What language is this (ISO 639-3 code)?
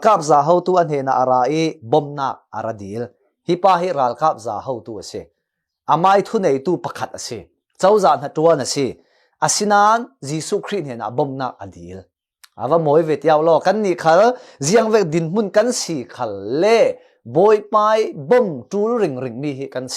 cfm